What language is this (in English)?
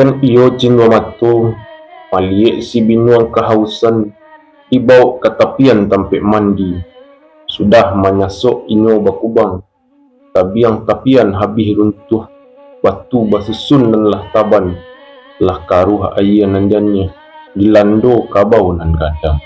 Minangkabau